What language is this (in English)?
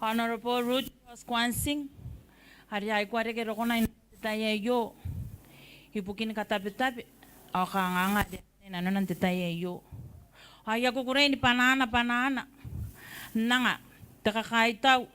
Gilbertese